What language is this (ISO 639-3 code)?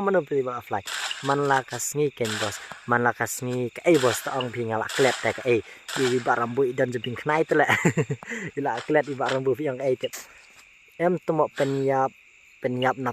kha